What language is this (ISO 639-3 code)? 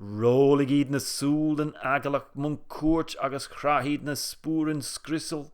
gla